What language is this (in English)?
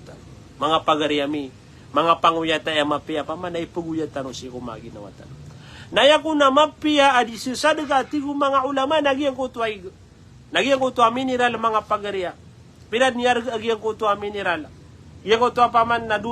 Maranao